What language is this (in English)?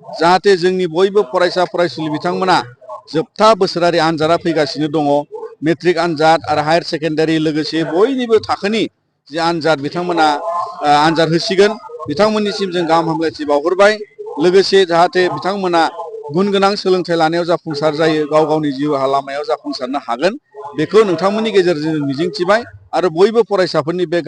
Bodo